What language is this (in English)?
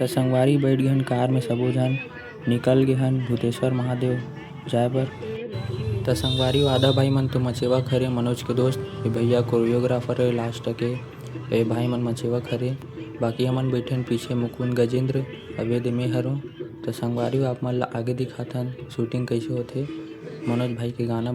Chhattisgarhi